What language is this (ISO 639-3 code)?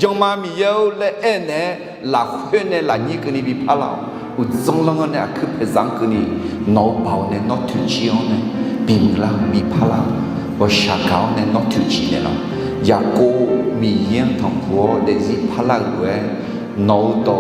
ahk